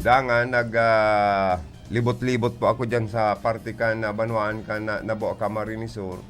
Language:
Bikol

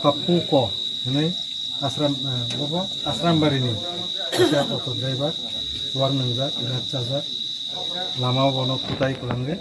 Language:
Kok Borok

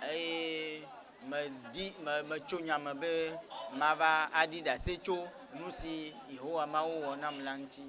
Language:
Ewe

